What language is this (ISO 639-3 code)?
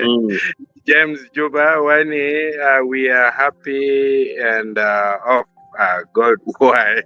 ach